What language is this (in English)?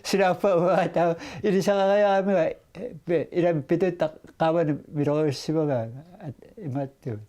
Kalaallisut